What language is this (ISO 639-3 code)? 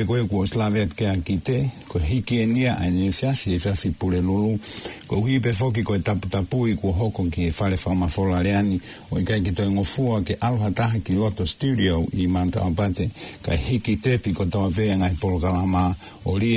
ton